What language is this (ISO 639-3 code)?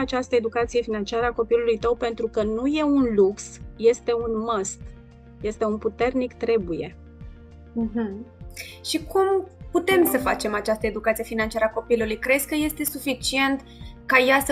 ron